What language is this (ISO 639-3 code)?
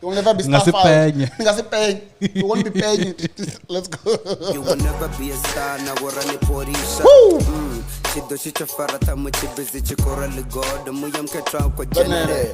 ven